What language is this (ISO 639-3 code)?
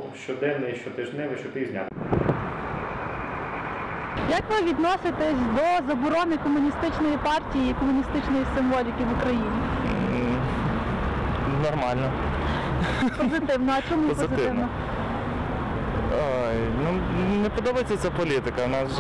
ukr